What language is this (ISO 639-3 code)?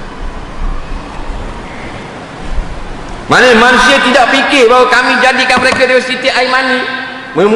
msa